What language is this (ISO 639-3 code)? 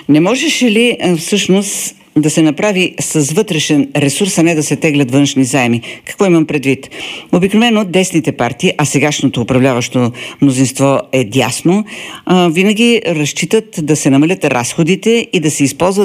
bul